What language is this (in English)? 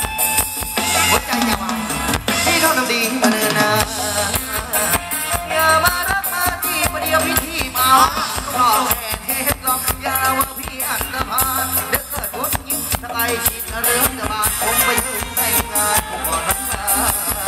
Thai